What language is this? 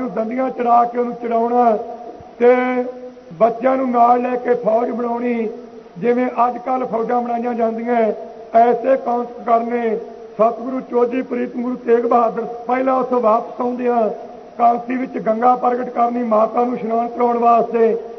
Punjabi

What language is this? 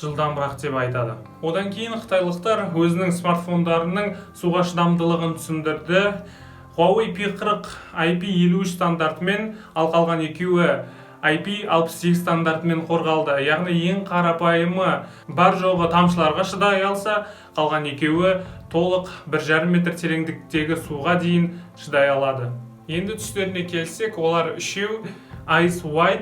Kazakh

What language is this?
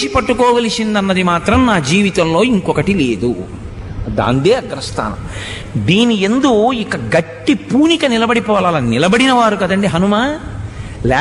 Telugu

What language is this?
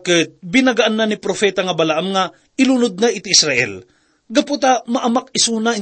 Iloko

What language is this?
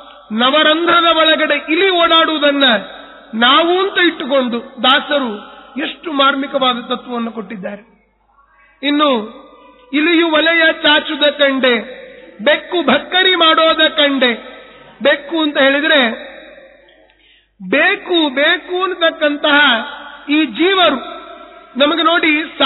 Kannada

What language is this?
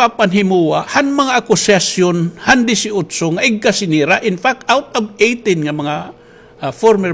Waray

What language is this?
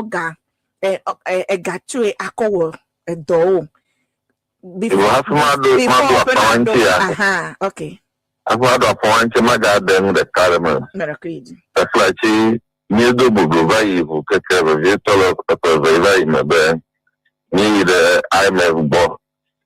Ewe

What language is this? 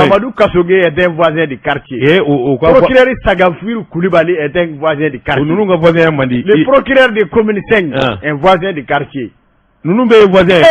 Bambara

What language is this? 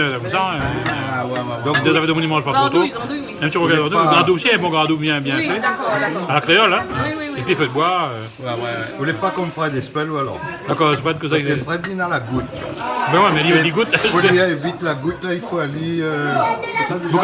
Réunion Creole French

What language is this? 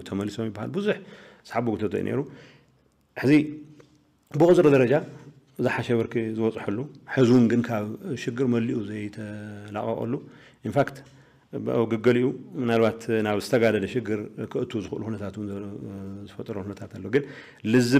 Tigrinya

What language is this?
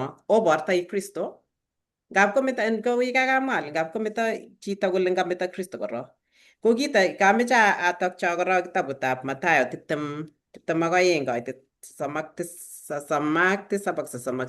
Kalenjin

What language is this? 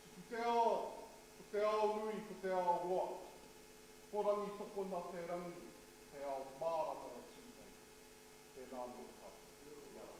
Māori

